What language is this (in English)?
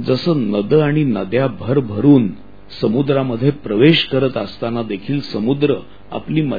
Marathi